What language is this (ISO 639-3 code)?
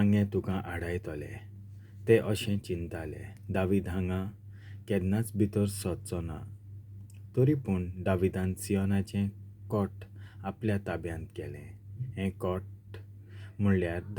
kok